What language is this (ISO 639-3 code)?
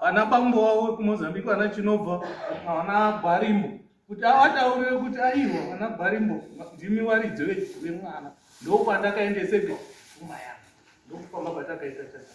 sna